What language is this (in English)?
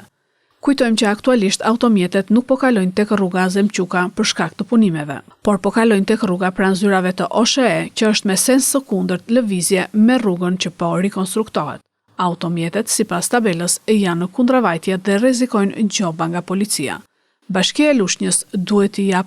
Albanian